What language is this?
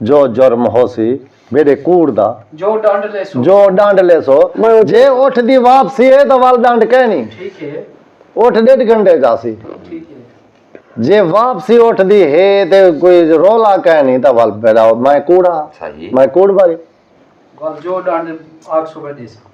Saraiki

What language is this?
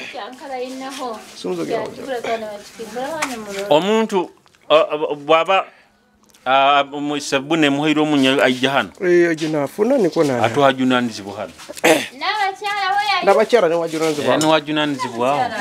Nyoro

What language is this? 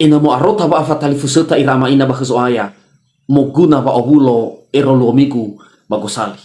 Nias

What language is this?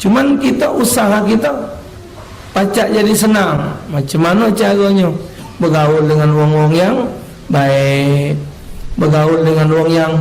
Musi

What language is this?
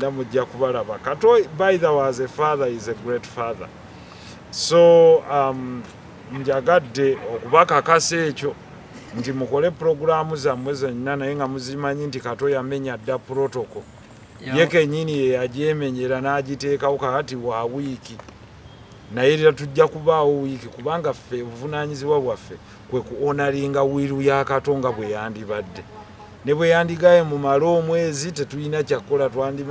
Ganda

